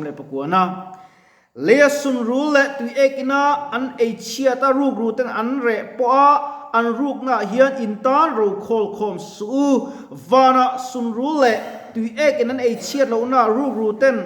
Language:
Mizo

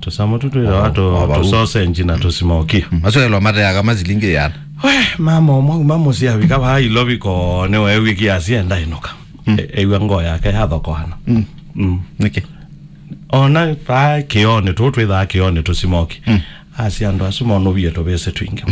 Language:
Kamba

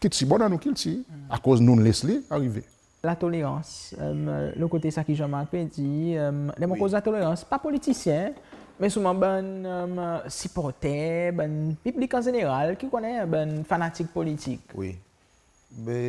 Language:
Seselwa Creole French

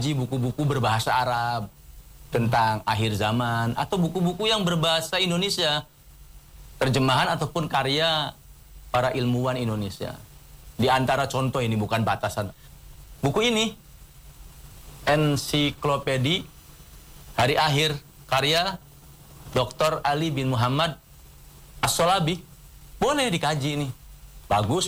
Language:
Indonesian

